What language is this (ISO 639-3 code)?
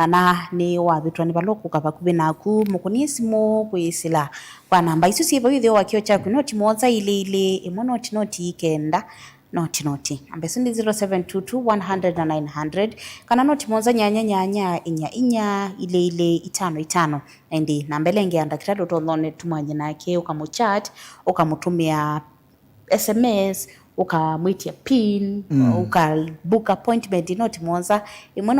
kam